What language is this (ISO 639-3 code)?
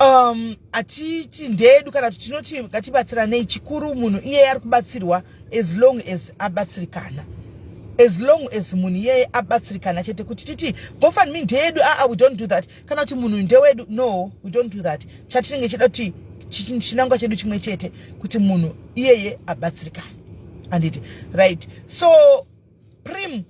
sna